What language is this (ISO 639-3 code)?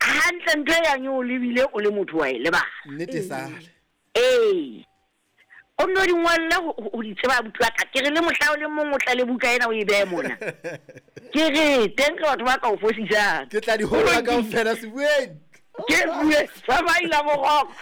sot